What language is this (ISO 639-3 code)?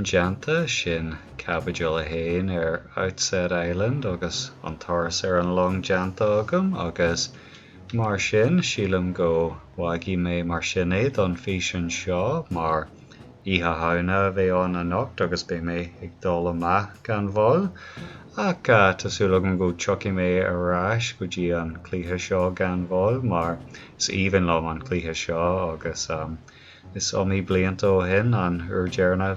gle